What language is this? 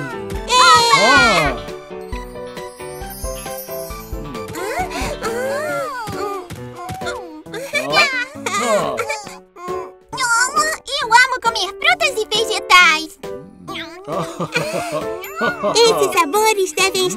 Portuguese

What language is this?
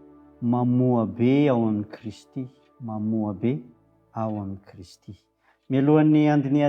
Malagasy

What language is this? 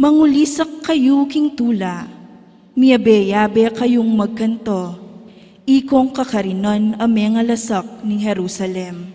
Pampanga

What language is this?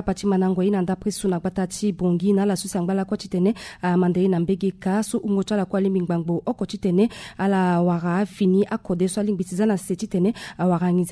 Sango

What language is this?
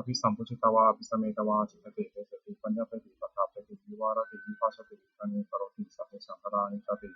Pali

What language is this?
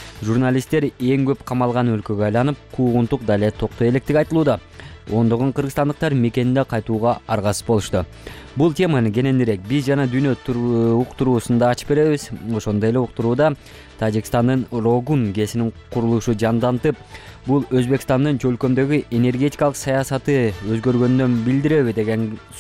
Kyrgyz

